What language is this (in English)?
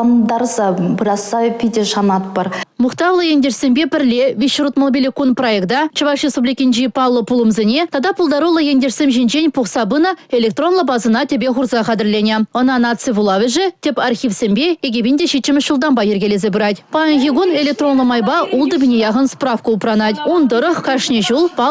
Chuvash